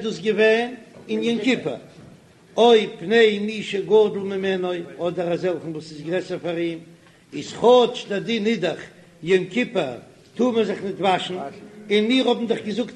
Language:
Yiddish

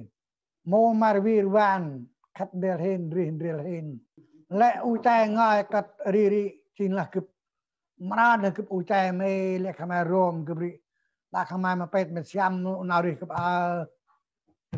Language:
Central Mnong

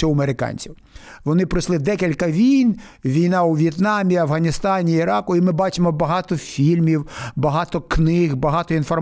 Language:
Ukrainian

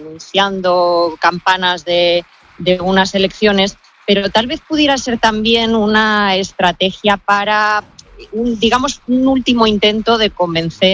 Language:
Spanish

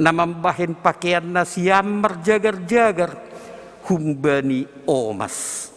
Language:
Batak Simalungun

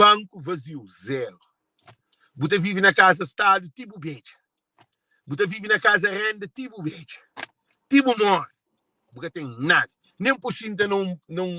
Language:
Kabuverdianu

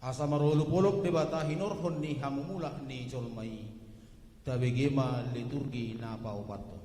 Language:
Batak Toba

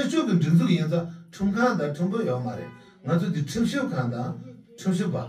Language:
Tibetan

